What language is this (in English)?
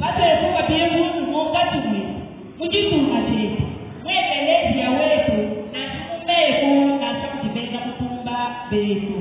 Luba-Lulua